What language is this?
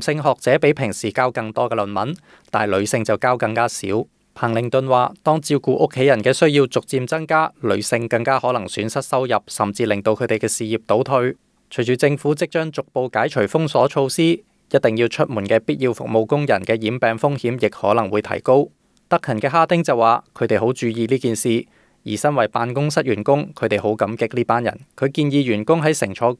Cantonese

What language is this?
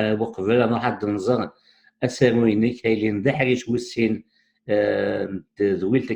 Kabyle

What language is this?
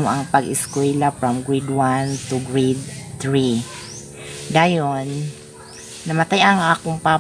Cebuano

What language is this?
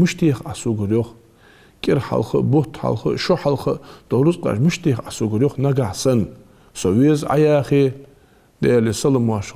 Ingush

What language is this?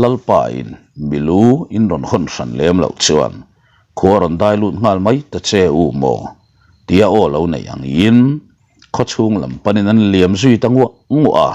Mizo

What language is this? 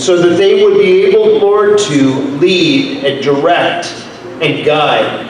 Fijian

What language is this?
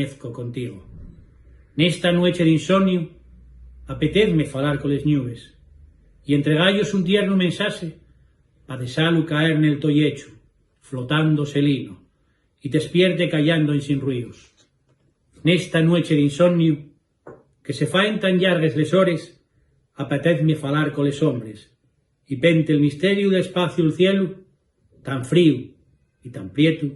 Asturian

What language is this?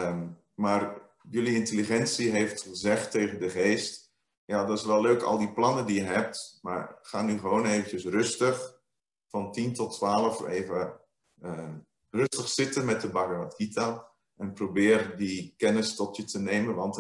Dutch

